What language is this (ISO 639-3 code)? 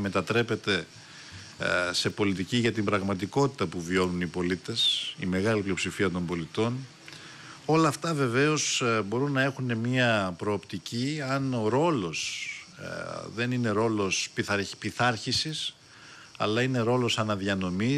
ell